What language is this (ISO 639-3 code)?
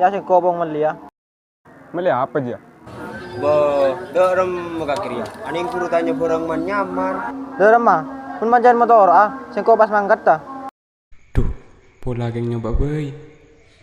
mad